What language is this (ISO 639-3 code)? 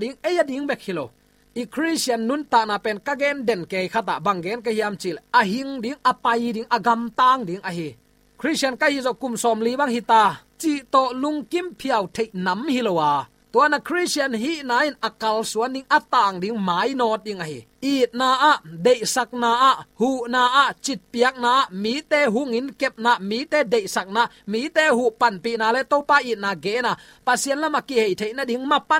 ctd